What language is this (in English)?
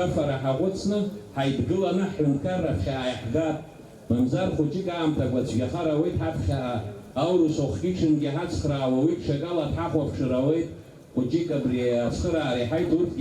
Abkhazian